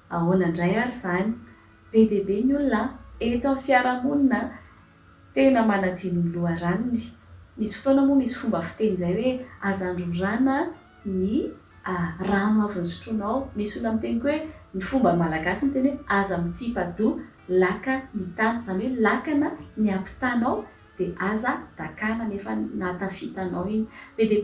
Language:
Malagasy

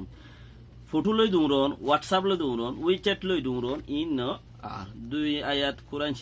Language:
Rohingya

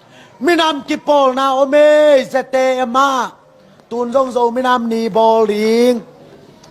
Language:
Tedim Chin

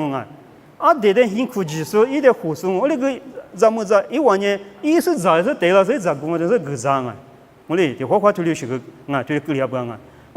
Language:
Lisu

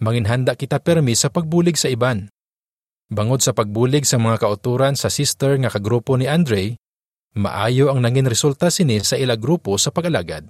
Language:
Hiligaynon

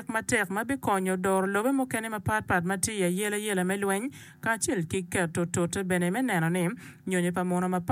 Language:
Acoli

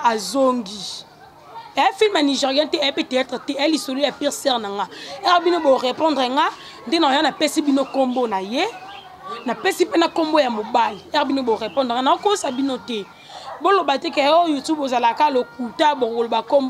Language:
Lingala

